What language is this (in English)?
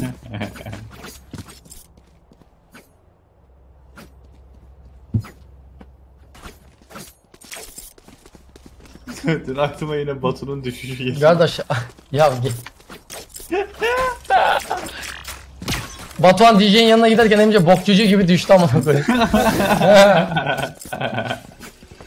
Turkish